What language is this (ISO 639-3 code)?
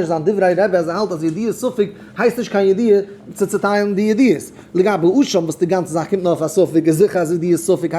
yid